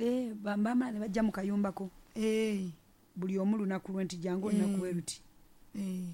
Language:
Ganda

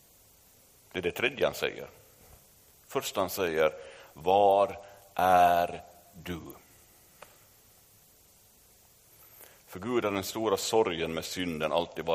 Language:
Swedish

